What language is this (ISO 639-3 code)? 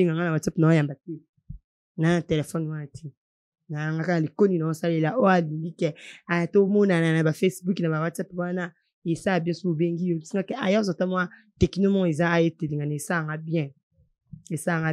lin